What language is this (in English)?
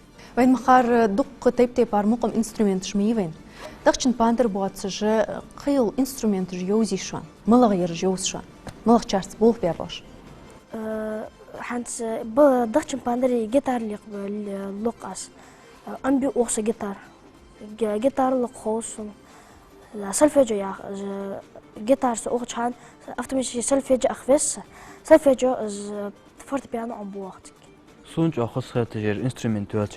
Ingush